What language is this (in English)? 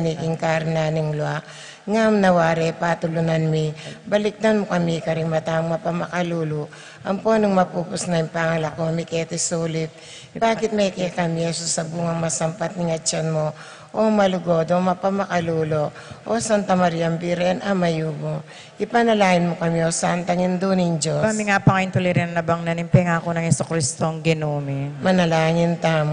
Pampanga